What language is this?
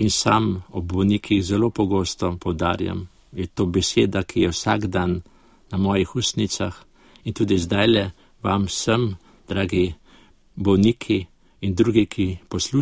Slovenian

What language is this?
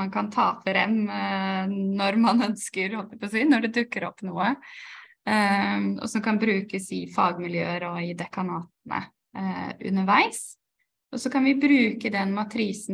Norwegian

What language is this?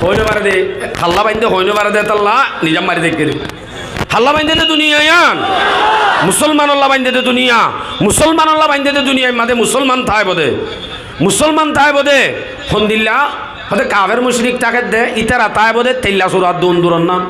Rohingya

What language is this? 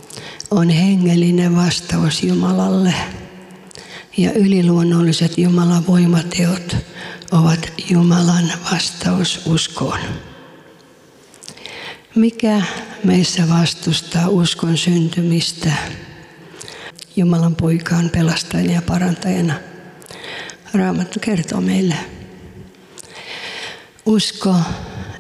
Finnish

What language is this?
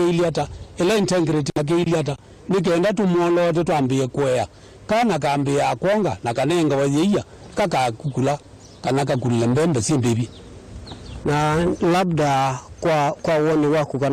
Kamba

